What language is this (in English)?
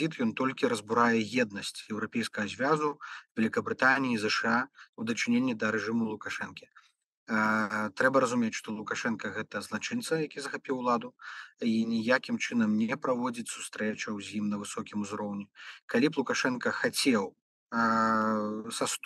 Belarusian